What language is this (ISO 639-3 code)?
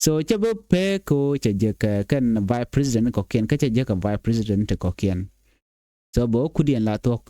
nus